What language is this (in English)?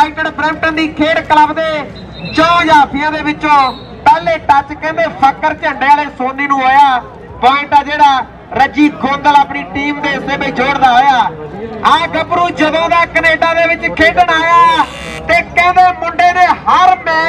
Punjabi